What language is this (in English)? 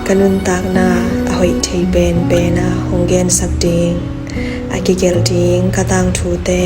Tedim Chin